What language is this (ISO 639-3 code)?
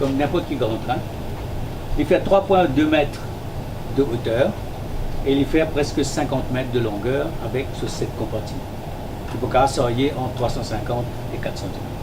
mfe